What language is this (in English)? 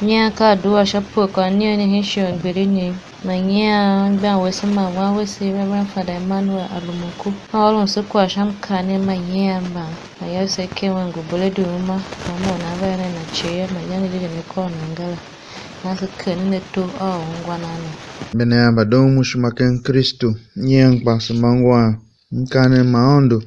Tiv